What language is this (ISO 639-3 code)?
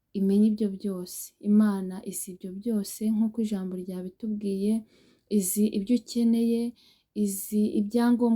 kin